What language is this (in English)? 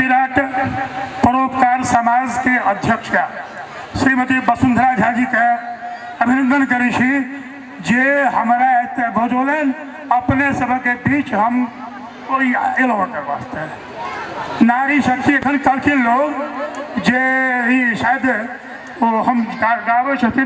Maithili